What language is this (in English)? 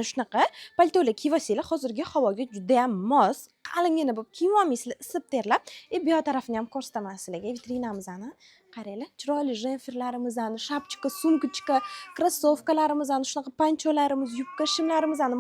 Uzbek